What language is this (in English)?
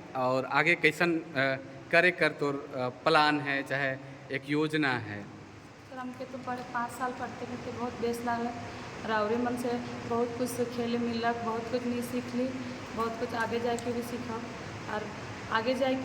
Sadri